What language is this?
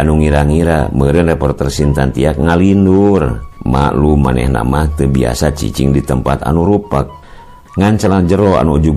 Sundanese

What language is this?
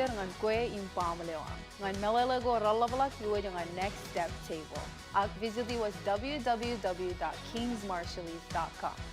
Marshallese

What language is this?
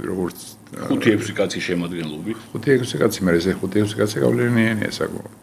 Georgian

